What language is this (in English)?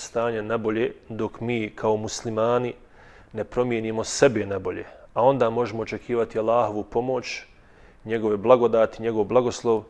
Bosnian